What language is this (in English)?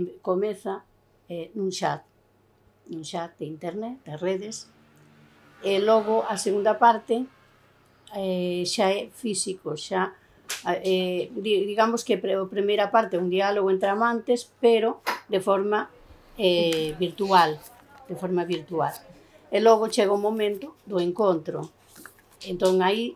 Galician